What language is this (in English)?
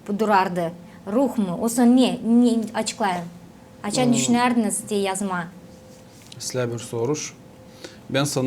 Gagauz